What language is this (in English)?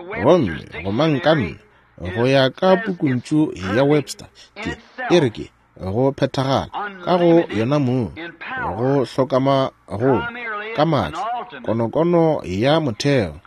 Northern Sotho